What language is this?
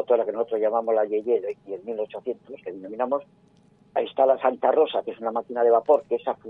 Spanish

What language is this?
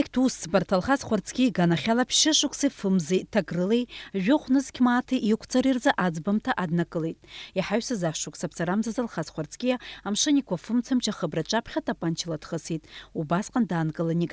Abkhazian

